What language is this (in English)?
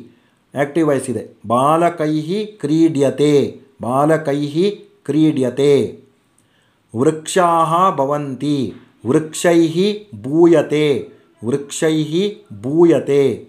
Kannada